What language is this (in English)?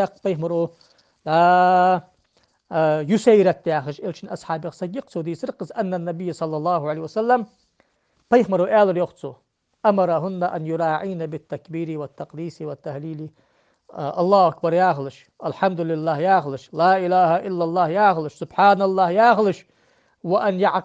Ingush